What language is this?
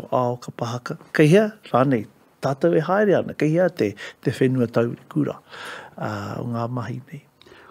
Māori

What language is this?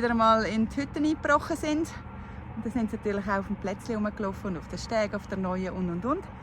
Swiss German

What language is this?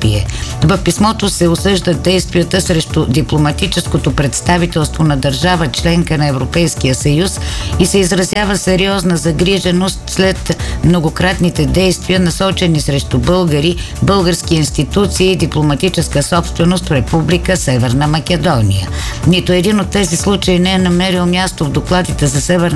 Bulgarian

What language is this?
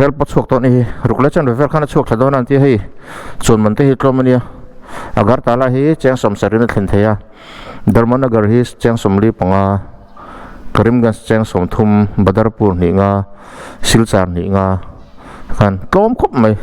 Mizo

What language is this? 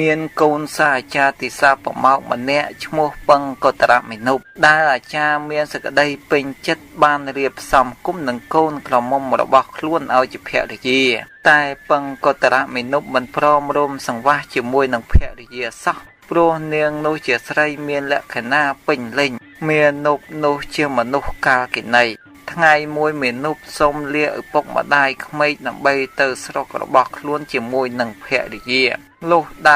Khmer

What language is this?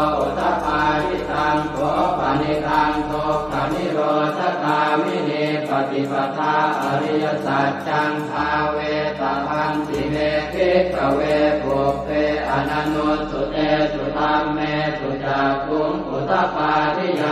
Pali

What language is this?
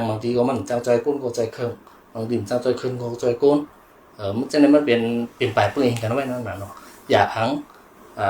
Shan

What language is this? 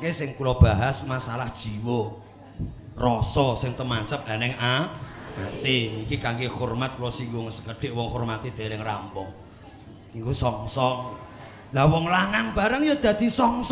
Javanese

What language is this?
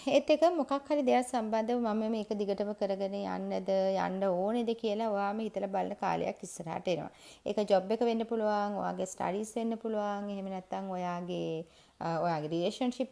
Sinhala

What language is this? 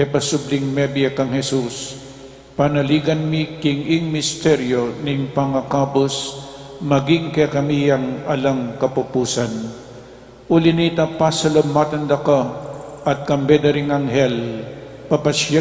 Pampanga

